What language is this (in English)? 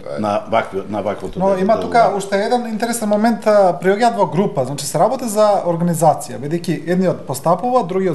Macedonian